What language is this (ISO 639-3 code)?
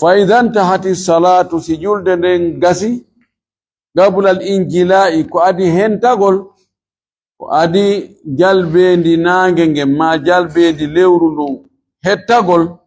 ful